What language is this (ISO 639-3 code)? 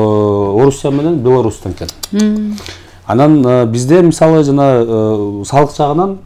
kir